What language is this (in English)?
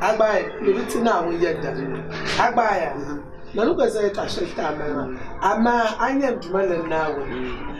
Dagbani